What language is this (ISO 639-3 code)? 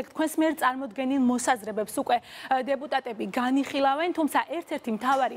kat